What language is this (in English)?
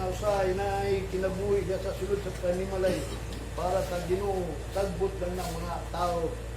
Cebuano